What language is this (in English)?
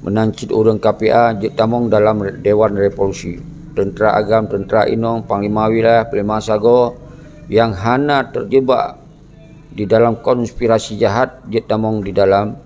Achinese